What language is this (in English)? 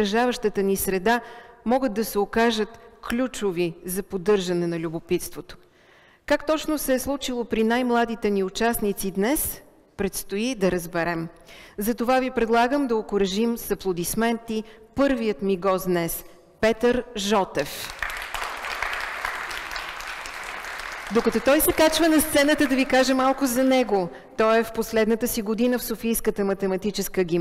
Bulgarian